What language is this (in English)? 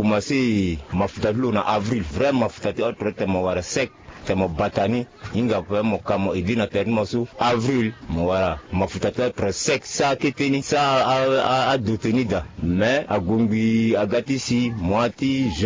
Sango